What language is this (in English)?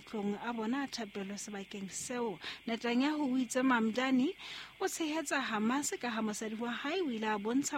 Southern Sotho